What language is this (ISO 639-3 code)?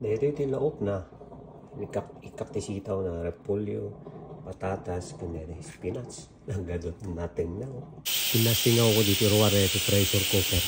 ilo